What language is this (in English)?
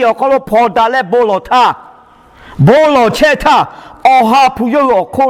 Lahu